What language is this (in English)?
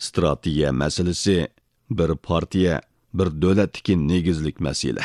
Uyghur